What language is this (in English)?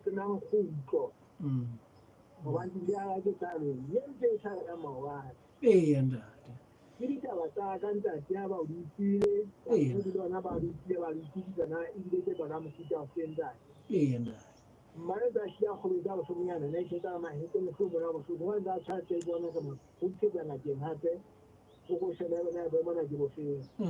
Southern Sotho